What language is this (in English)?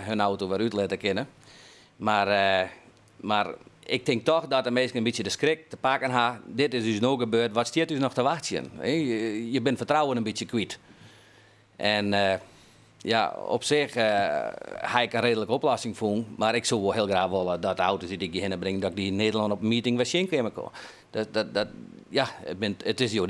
Western Frisian